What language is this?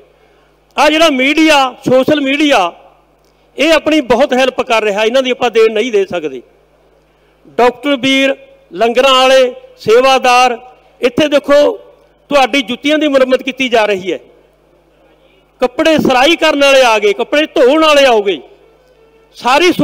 Punjabi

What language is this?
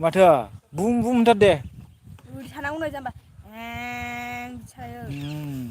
Bodo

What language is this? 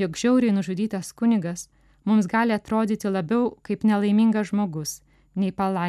Lithuanian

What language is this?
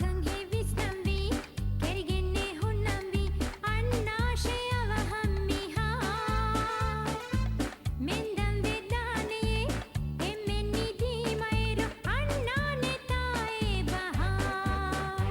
Divehi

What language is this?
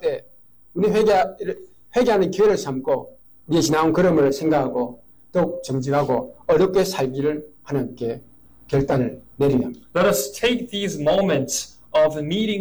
Korean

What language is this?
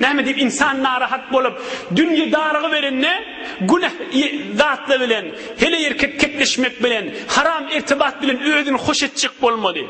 Turkmen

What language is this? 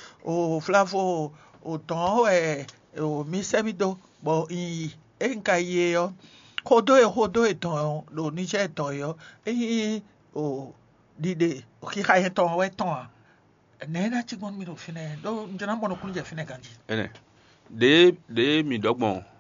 Fon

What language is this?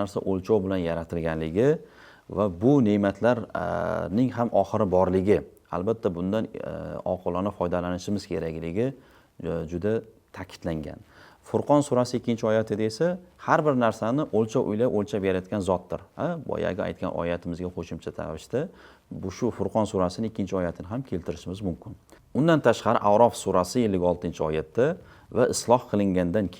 Uzbek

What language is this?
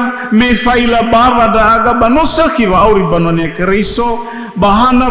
Nias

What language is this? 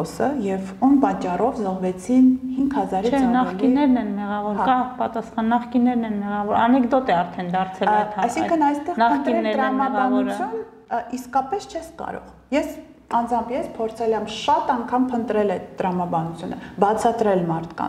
Armenian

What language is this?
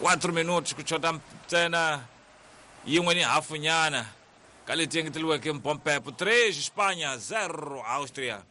Tsonga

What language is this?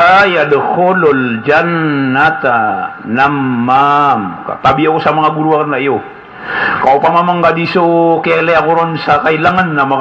Maranao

